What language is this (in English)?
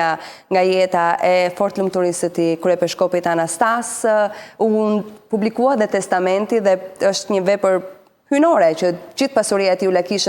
Albanian